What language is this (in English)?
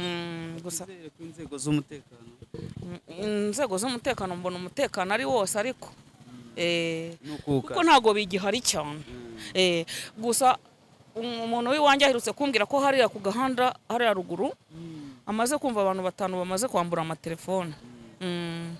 Kinyarwanda